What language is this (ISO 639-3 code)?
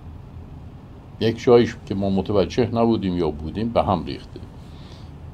fas